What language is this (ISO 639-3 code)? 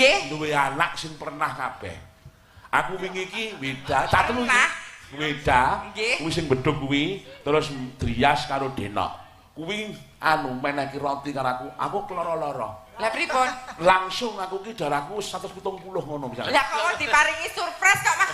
jav